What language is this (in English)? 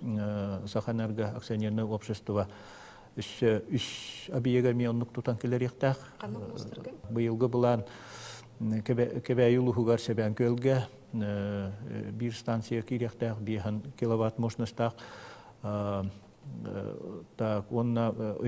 Yakut